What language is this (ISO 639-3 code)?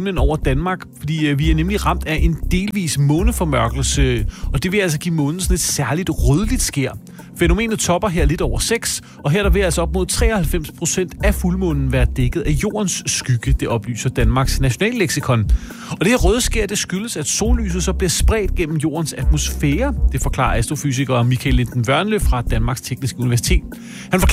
dan